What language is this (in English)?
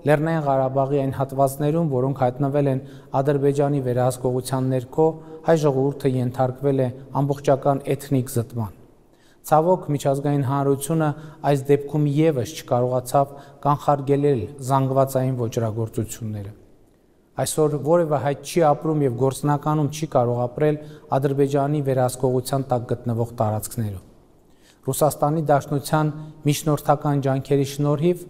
Armenian